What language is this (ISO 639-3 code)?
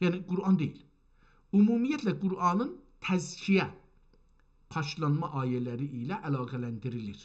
azb